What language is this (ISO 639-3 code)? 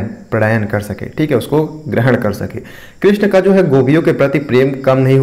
hin